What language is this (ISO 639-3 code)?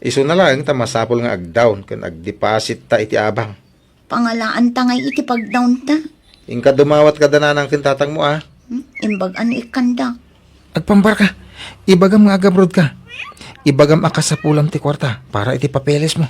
ilo